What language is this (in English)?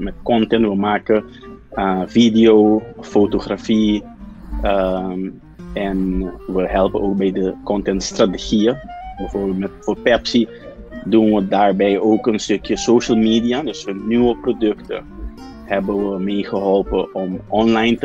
Dutch